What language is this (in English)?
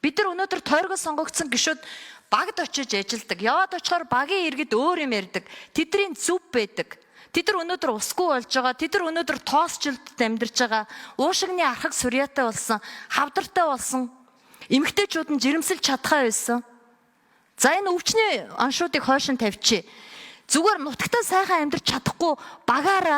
Mongolian